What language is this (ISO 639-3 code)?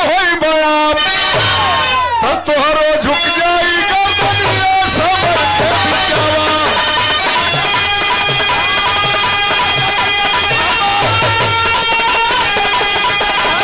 bho